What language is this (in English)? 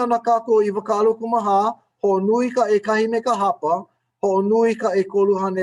Hawaiian